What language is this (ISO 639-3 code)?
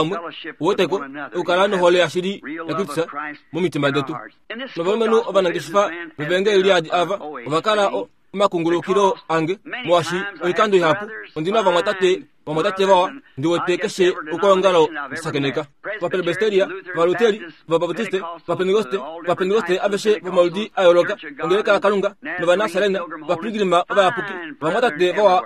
kua